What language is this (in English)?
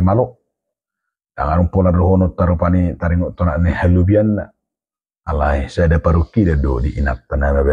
Batak Toba